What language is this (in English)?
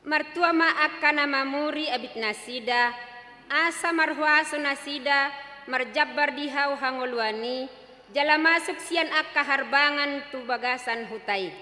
Batak Toba